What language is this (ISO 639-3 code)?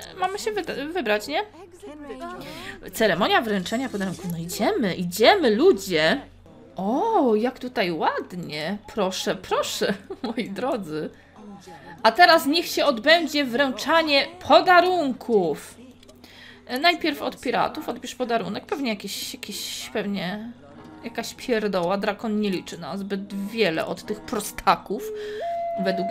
pol